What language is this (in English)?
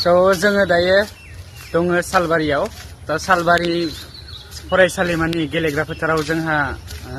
Bodo